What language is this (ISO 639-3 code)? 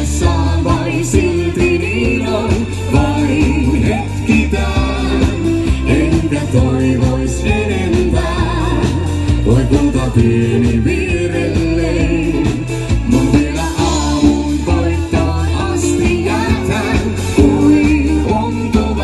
fin